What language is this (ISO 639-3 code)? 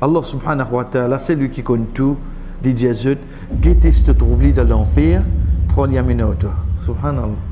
mfe